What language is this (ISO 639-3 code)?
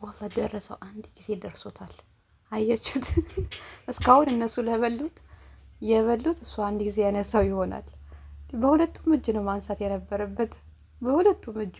amh